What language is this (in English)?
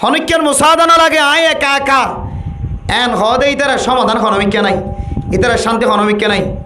Rohingya